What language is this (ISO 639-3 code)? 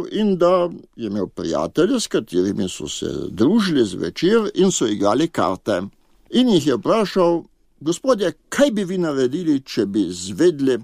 slv